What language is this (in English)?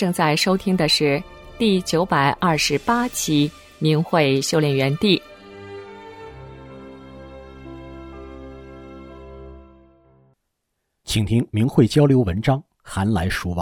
Chinese